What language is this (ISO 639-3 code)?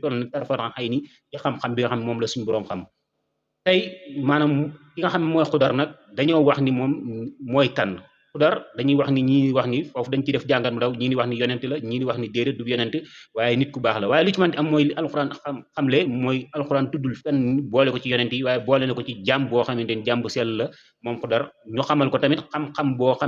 wol